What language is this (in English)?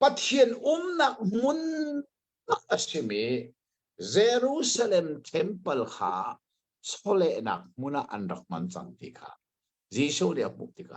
Hakha Chin